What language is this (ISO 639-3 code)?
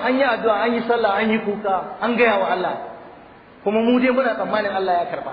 hau